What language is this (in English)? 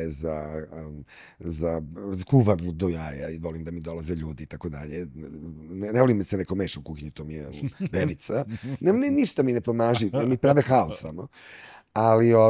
Serbian